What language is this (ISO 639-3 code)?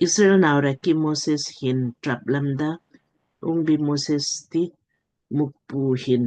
lmk